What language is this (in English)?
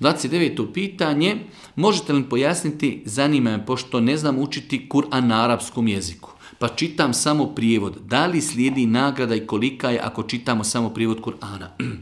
Bosnian